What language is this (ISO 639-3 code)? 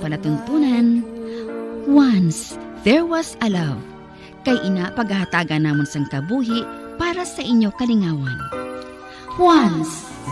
hil